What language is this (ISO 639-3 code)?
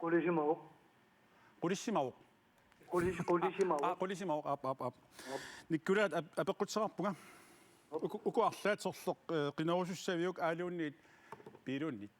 kal